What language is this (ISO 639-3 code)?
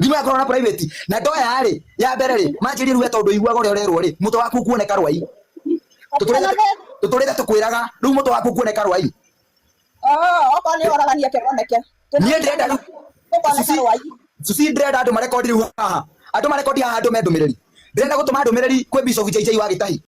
kik